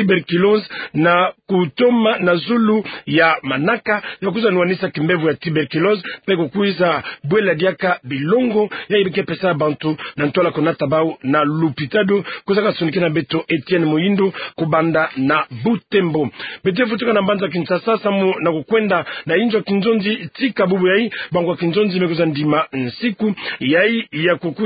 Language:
Kituba (Democratic Republic of Congo)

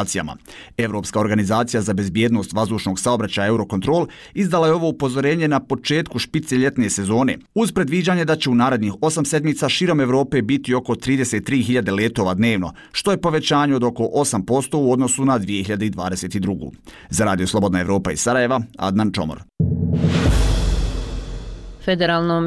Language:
Bosnian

